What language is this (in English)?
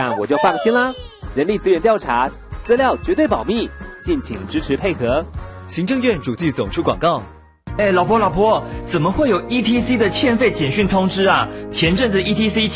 Chinese